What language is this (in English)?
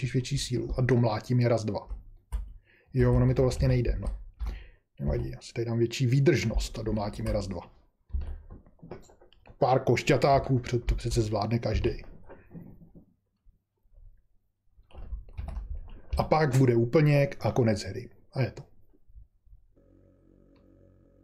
Czech